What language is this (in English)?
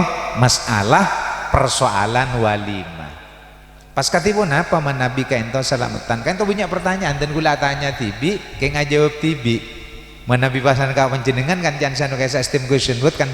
Madurese